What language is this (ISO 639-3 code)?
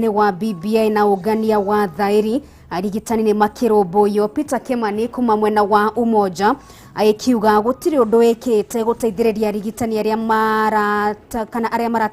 kik